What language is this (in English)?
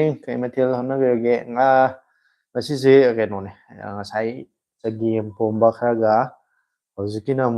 Manipuri